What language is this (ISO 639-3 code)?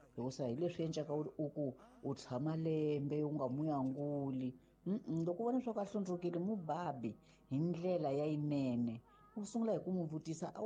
tso